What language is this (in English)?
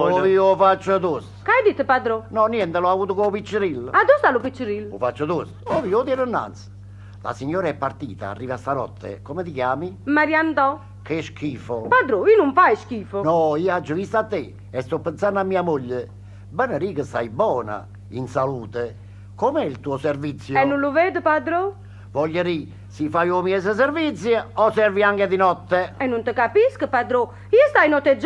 Neapolitan